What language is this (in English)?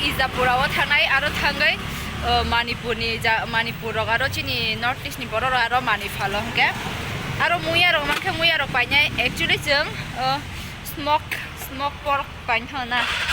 Kok Borok